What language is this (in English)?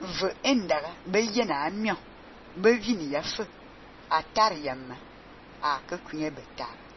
Fang